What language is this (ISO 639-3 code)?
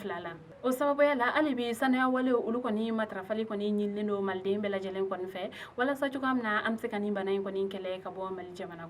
bam